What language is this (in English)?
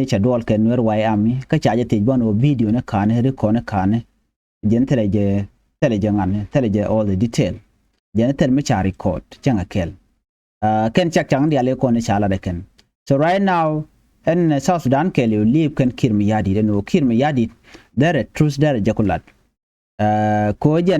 Nuer